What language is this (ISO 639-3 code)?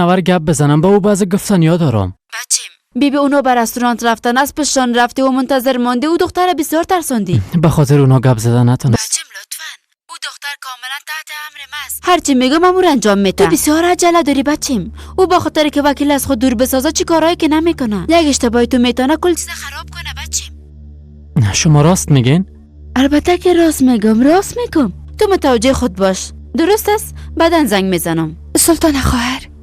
fas